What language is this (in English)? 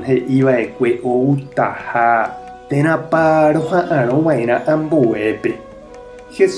Guarani